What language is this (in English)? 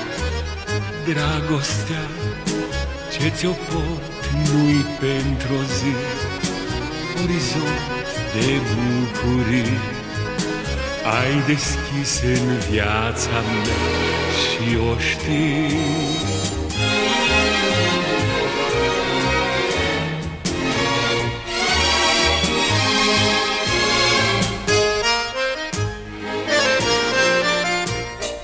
Romanian